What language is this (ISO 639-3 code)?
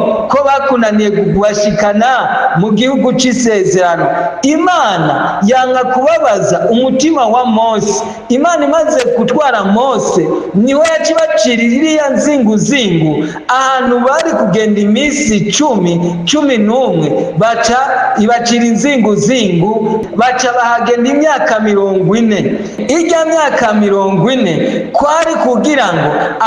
run